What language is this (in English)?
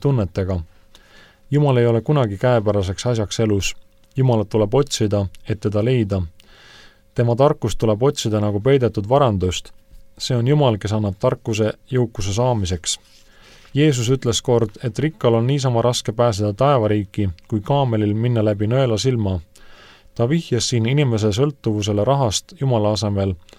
Estonian